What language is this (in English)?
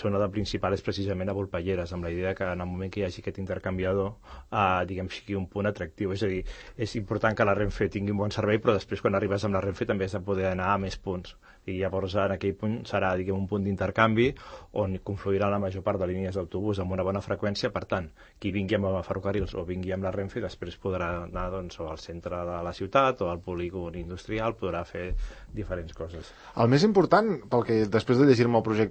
Catalan